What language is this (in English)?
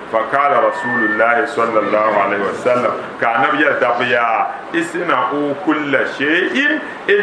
Dagbani